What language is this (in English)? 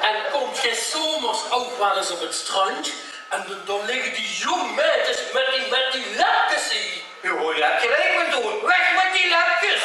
Limburgish